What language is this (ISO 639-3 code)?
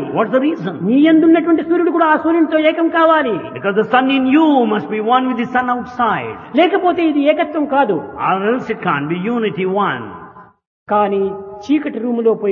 tel